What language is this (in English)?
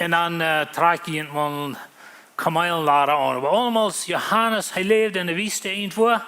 Plautdietsch